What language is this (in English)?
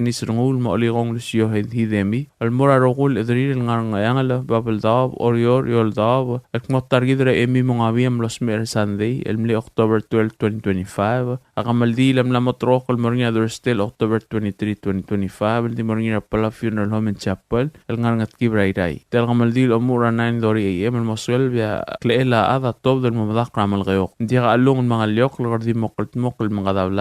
Palauan